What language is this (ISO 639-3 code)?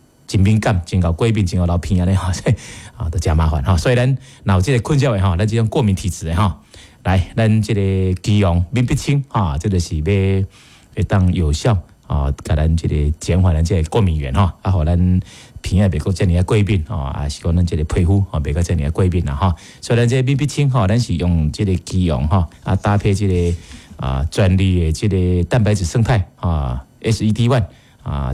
nan